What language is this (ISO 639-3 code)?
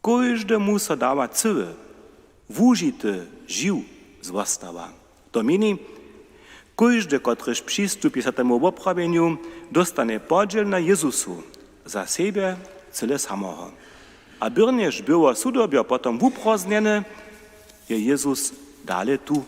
hsb